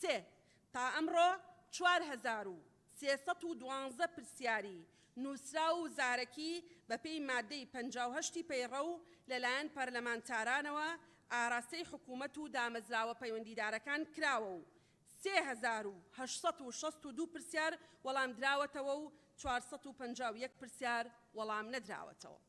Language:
Central Kurdish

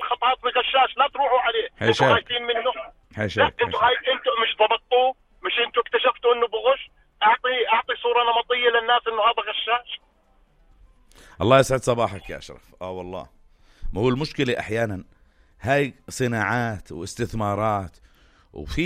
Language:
South Levantine Arabic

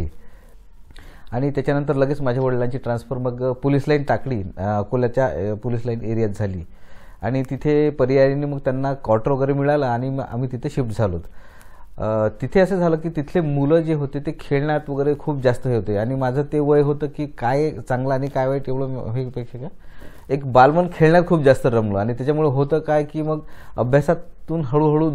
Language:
Marathi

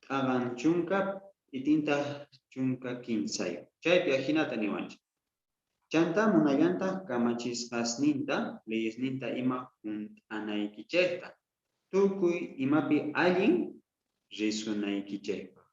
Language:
Quechua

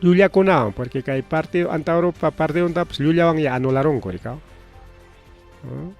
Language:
Ayacucho Quechua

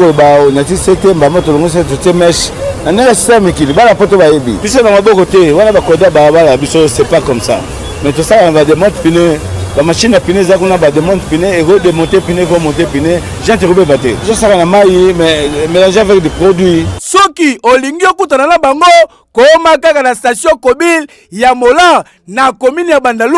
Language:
Lingala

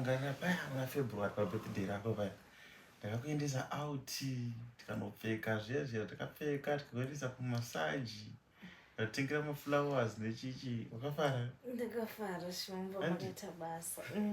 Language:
Shona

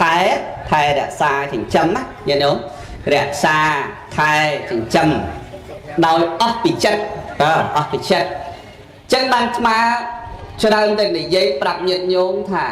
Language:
Khmer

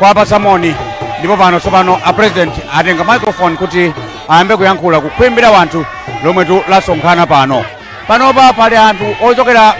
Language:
Nyanja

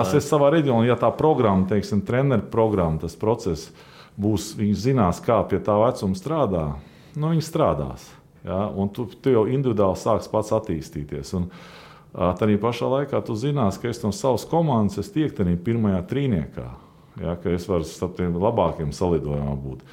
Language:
Latvian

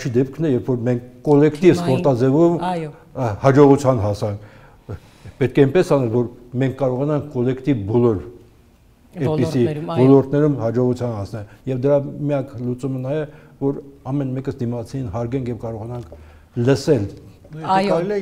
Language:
Armenian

